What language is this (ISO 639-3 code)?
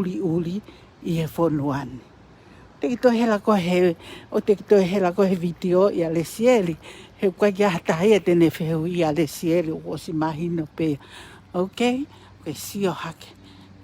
ton